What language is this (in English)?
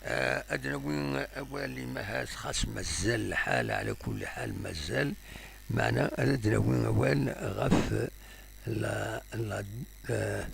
Kabyle